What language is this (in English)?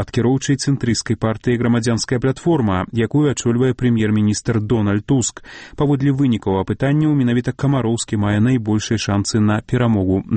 Belarusian